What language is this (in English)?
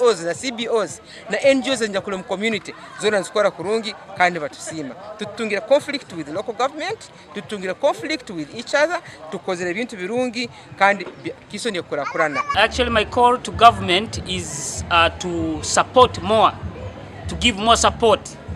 Nyankole